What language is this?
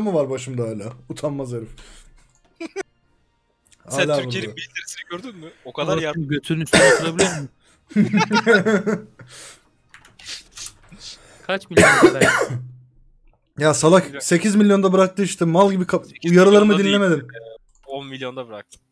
Turkish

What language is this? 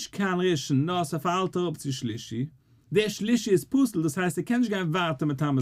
Yiddish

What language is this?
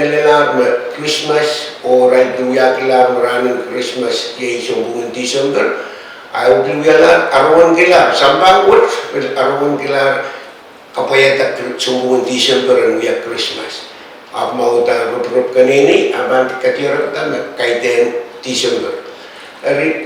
Pohnpeian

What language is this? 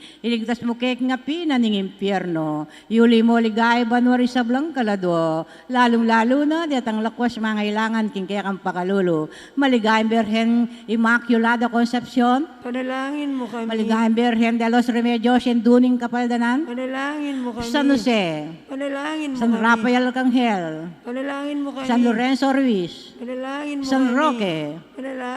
Pampanga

